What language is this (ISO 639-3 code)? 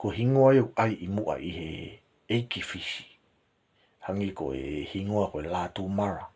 ton